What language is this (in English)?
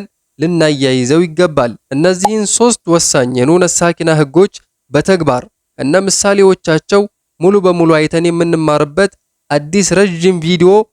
Amharic